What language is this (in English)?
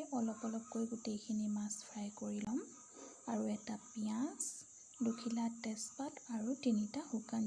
Assamese